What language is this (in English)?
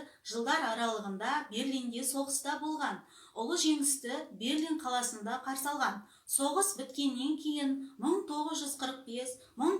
Kazakh